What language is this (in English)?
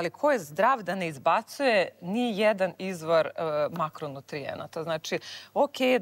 Serbian